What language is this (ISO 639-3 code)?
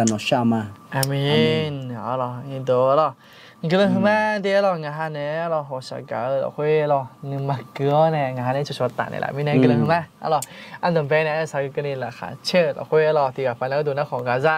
ahk